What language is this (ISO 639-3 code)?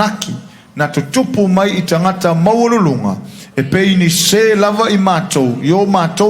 smo